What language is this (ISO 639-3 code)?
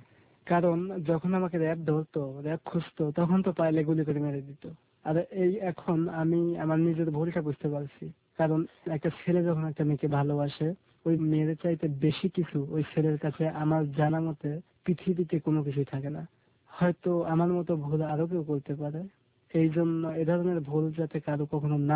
ben